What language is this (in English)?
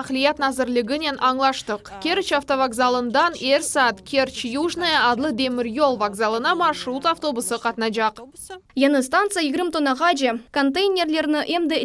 Crimean Tatar